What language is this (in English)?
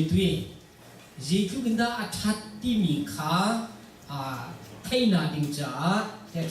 Hakha Chin